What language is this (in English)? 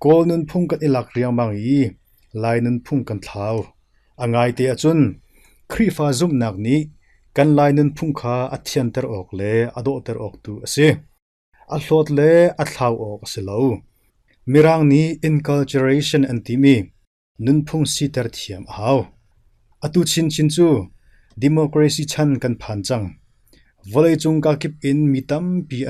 Hakha Chin